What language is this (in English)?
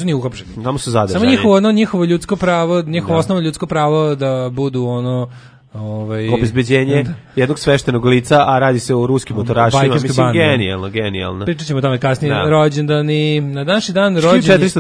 Serbian